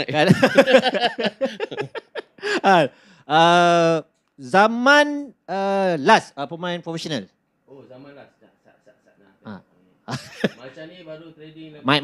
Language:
Malay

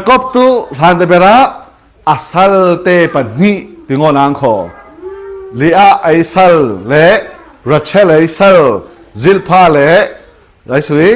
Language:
Falam Chin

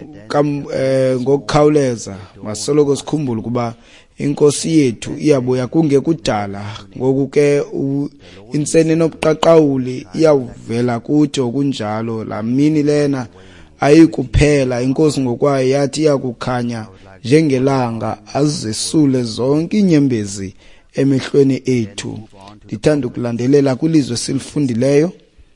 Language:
Xhosa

